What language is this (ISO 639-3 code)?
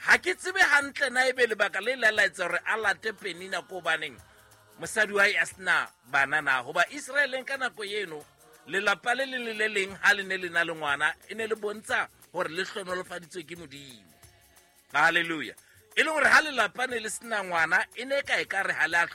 sot